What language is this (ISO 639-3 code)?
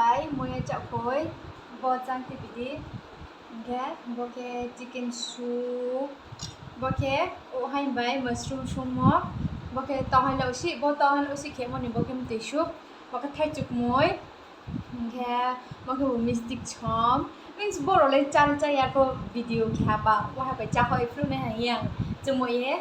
ria